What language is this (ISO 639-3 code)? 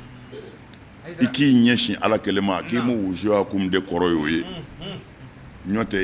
bam